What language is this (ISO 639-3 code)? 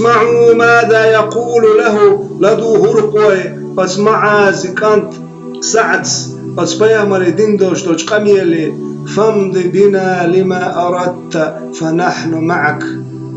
che